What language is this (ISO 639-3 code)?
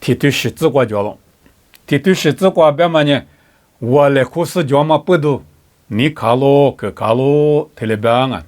lis